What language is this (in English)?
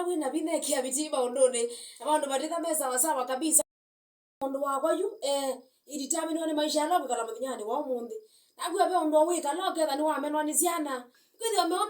Kamba